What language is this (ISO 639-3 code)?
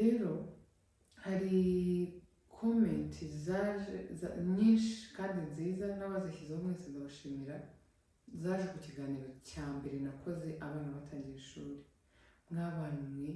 kin